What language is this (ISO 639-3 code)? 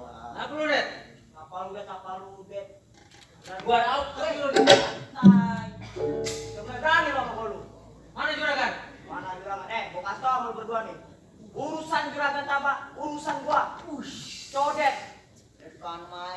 bew